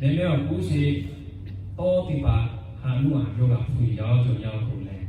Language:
Lahu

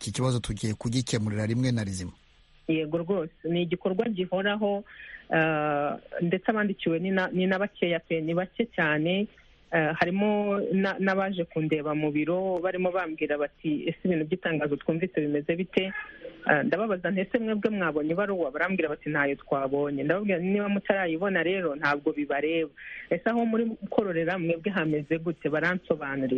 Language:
Kinyarwanda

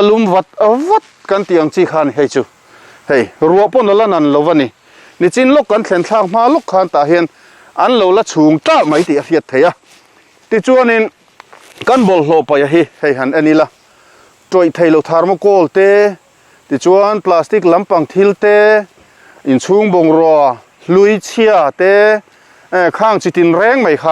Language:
Mizo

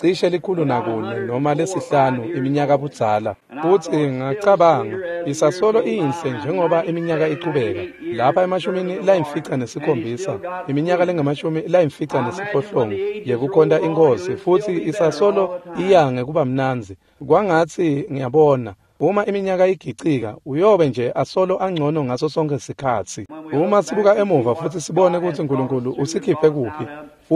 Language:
Swati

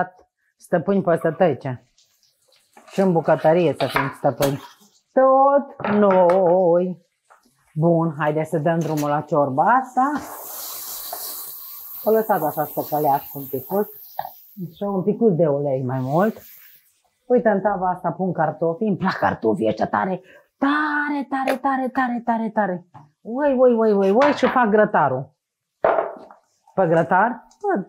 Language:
Romanian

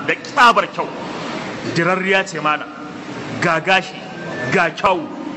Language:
Hausa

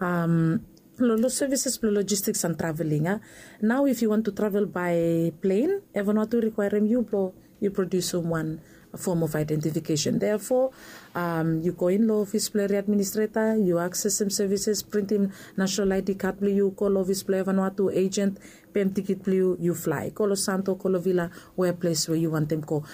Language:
Bislama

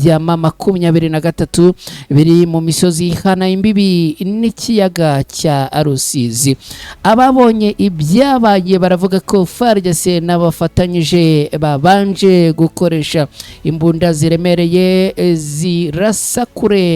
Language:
Kinyarwanda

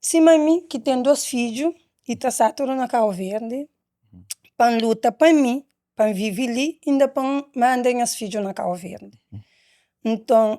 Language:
Kabuverdianu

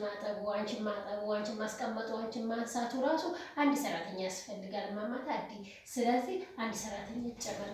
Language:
Amharic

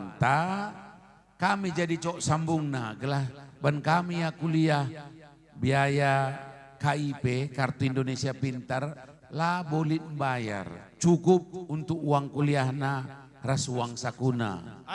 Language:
Batak Karo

